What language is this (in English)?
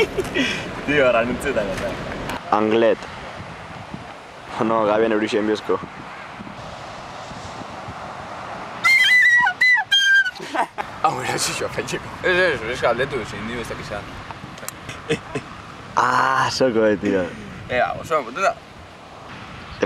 Basque